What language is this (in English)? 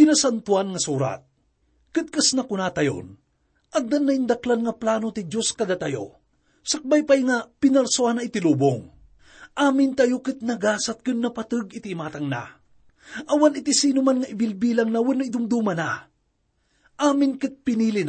Iloko